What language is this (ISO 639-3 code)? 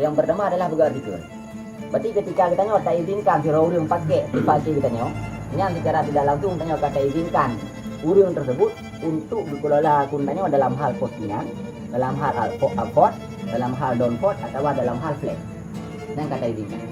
ace